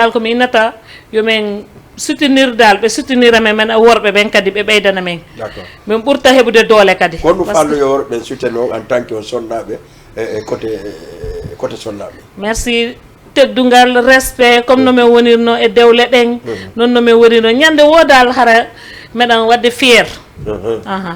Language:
Fula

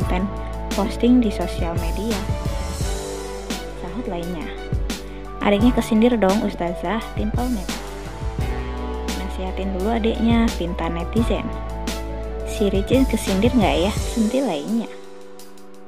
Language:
Indonesian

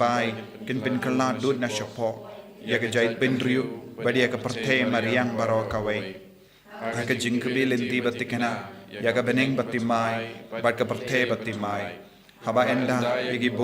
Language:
Khasi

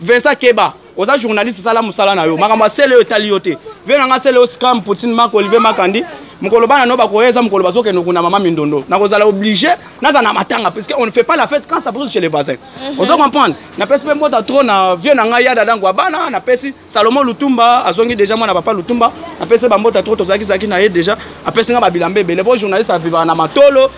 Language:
Lingala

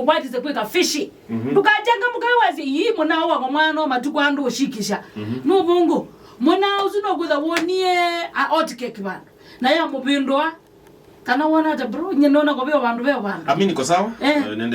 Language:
Kamba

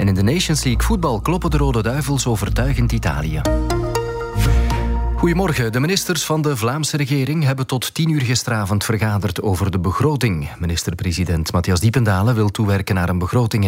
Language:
Dutch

